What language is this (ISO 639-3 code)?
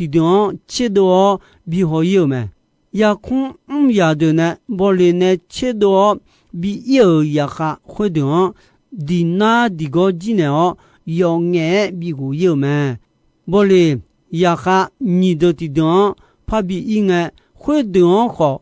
ahk